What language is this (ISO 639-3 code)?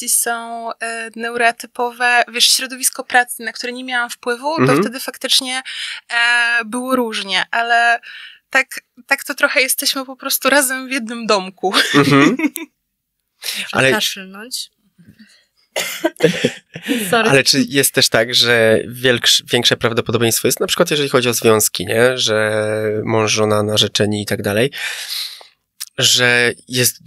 pol